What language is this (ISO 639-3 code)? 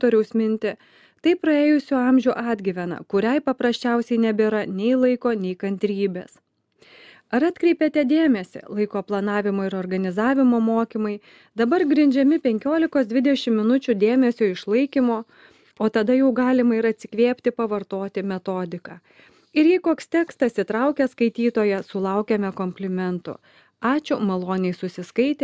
lit